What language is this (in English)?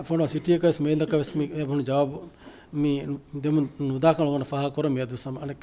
Divehi